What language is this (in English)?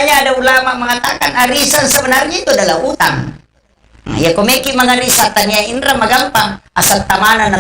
Buginese